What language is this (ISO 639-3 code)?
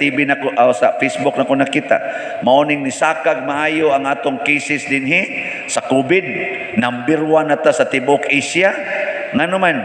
ceb